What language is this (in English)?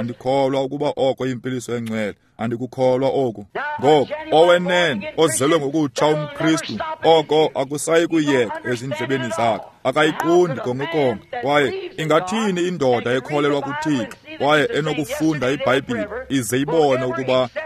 Xhosa